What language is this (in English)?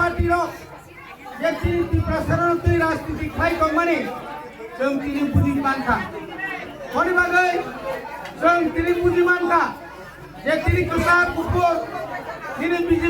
Kok Borok